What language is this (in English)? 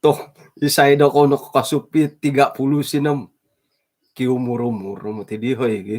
Central Dusun